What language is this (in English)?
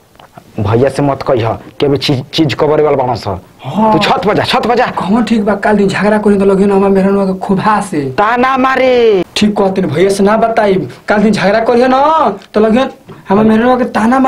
Bhojpuri